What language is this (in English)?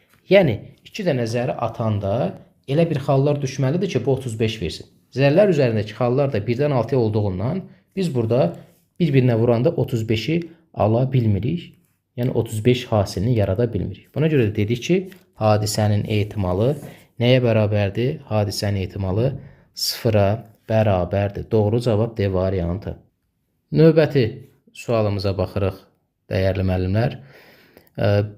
Azerbaijani